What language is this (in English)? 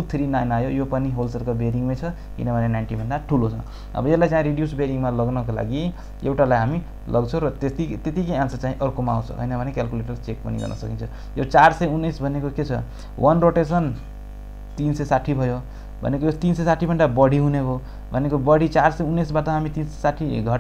Nepali